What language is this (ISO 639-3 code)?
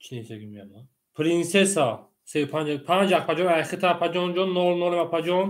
tgk